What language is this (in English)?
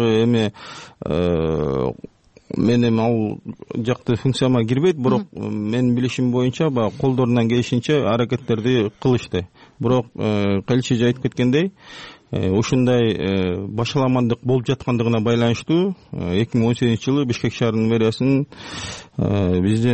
Kyrgyz